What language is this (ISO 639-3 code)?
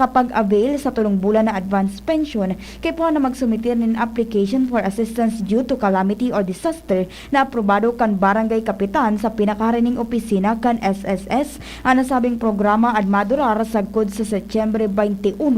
bik